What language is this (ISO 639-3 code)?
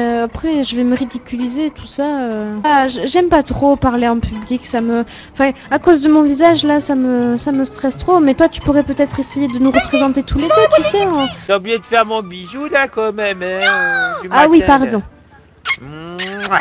fra